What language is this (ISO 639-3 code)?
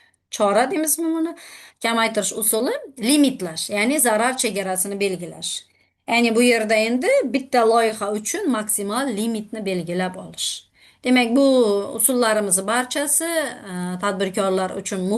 uzb